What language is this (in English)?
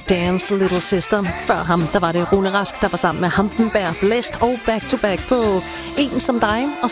Danish